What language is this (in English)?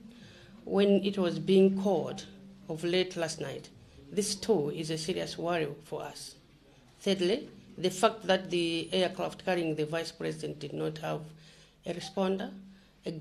Nyanja